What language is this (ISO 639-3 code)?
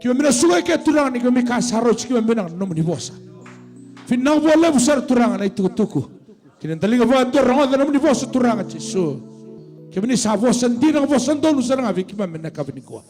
fij